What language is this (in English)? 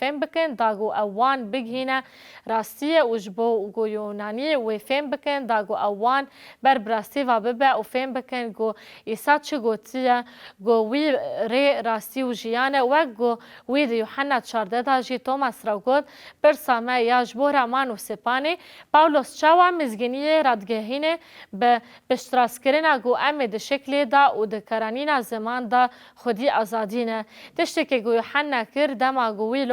Kurdish